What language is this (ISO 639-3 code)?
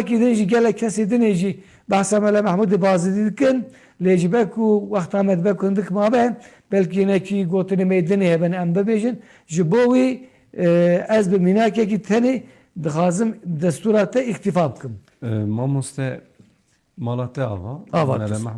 kur